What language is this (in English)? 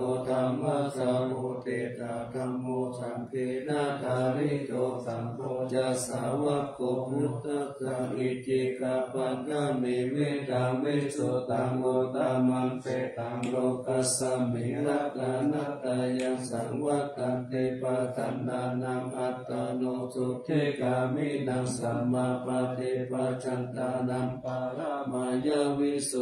Pali